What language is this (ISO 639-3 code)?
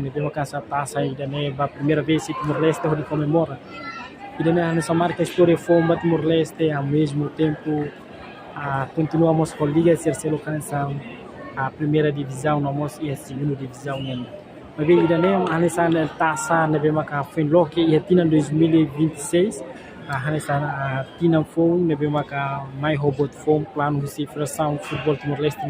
tet